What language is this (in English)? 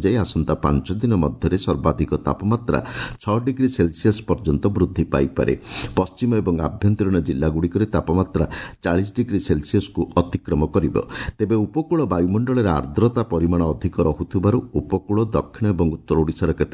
Odia